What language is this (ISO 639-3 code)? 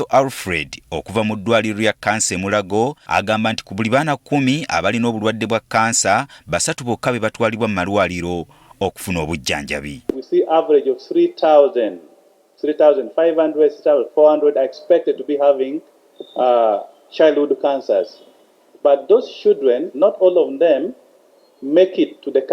lug